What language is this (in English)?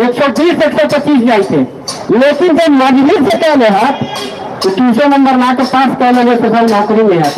Magahi